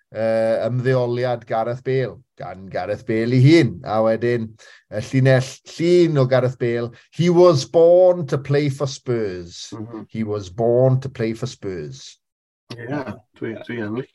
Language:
Welsh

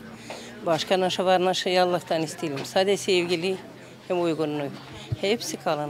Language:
Gagauz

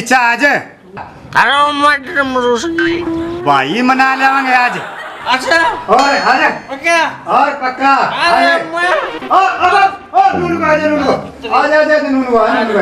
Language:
Haryanvi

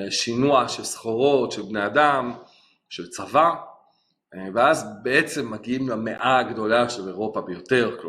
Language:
Hebrew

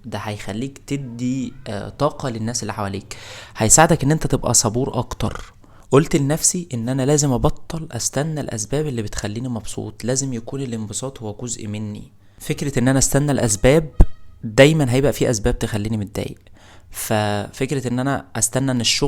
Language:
Egyptian Arabic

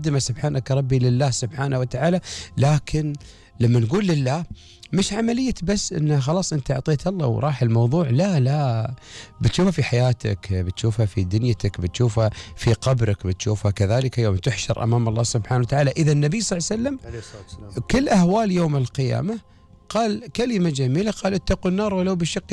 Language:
Gulf Arabic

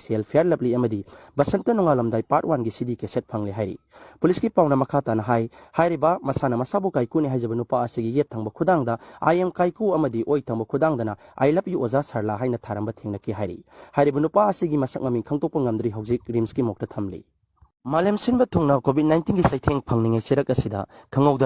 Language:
Manipuri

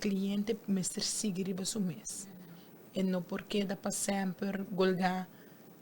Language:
Papiamento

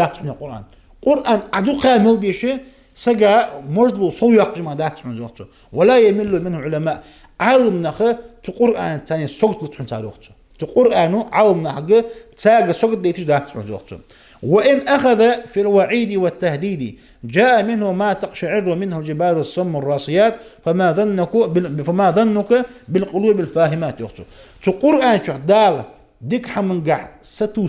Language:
Ingush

